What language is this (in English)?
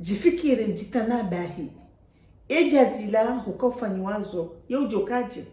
Ngazidja Comorian